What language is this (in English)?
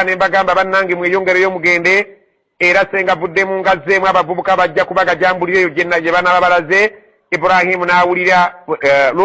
Ganda